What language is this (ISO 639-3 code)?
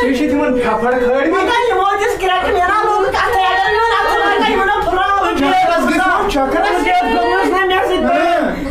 kas